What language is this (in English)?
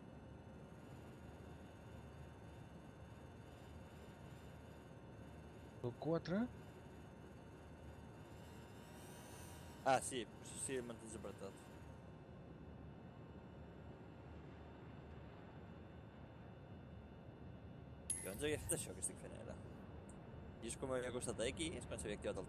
Catalan